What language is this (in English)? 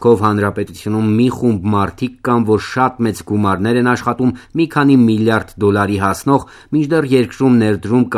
Armenian